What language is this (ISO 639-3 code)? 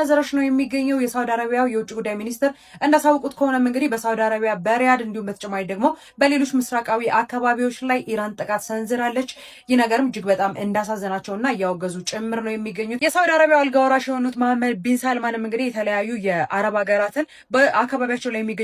amh